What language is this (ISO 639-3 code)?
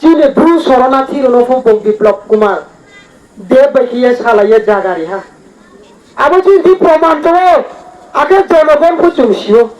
ria